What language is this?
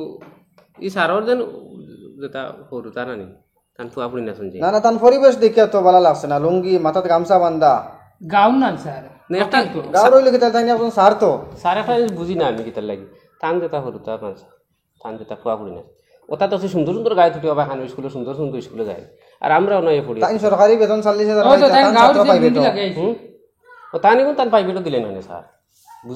Sylheti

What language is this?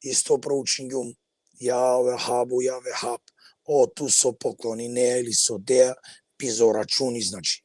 Balkan Romani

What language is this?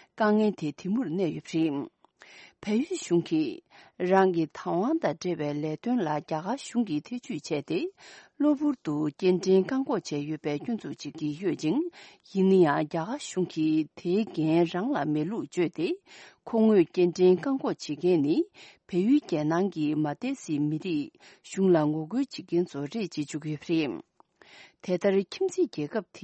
Tibetan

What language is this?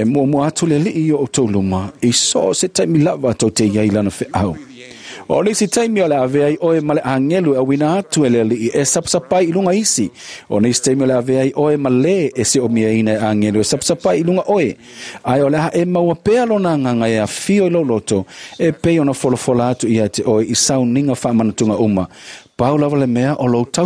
Samoan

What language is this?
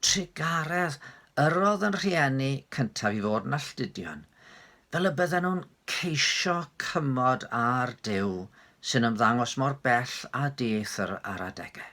Welsh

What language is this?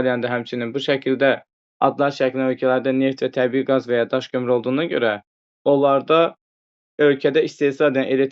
Azerbaijani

